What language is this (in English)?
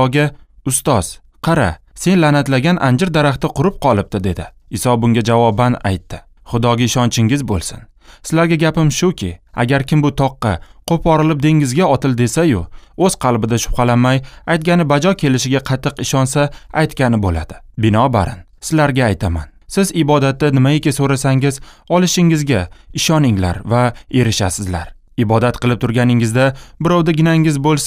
Uzbek